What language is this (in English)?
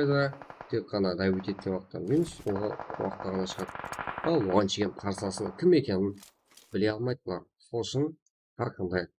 Kara-Kalpak